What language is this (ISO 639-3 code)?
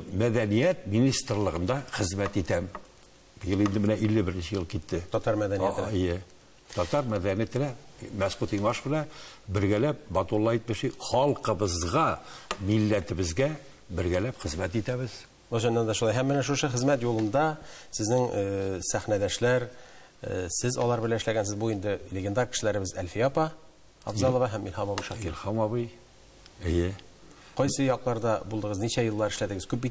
tat